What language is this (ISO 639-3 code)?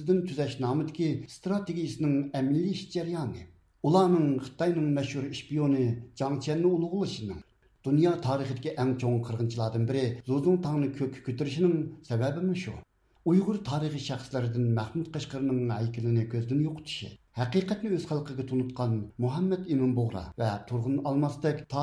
uig